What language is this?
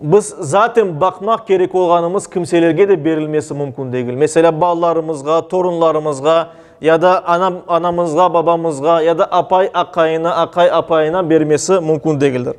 Crimean Tatar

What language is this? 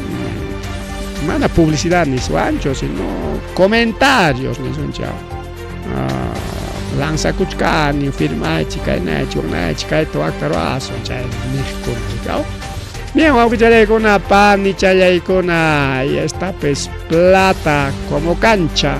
Ayacucho Quechua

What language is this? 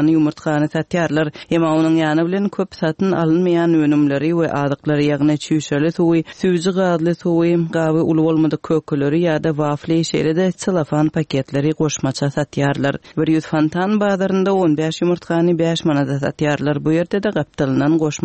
Turkmen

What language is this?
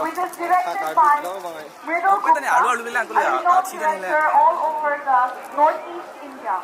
Karbi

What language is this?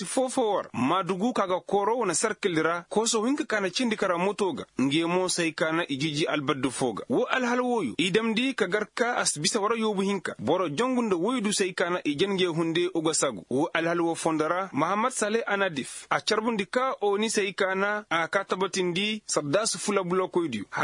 Koyraboro Senni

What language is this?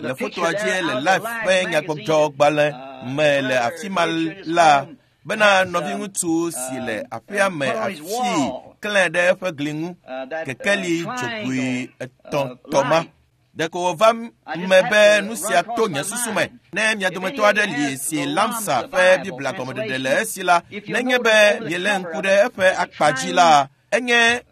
Ewe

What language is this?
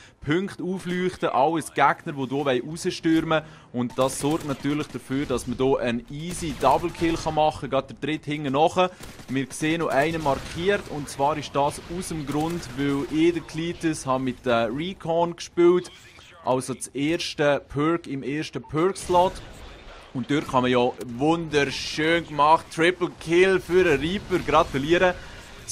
Swiss German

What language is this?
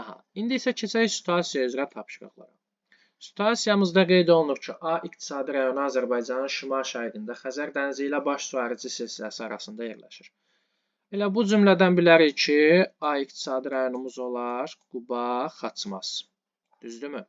Azerbaijani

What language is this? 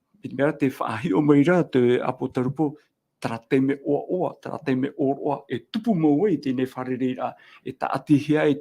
Tahitian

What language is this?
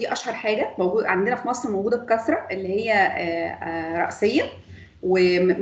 Egyptian Arabic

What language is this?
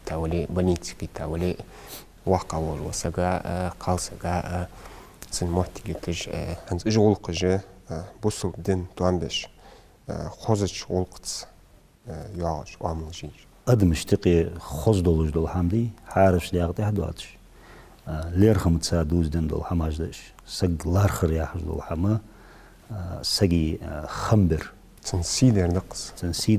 Ingush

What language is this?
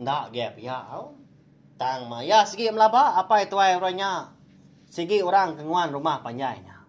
Iban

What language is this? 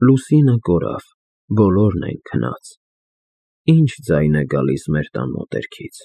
Armenian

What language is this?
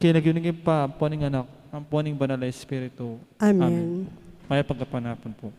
Pampanga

